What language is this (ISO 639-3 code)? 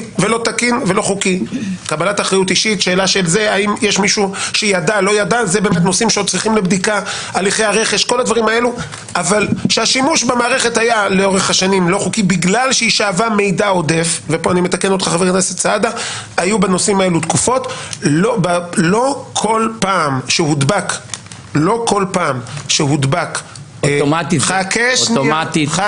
heb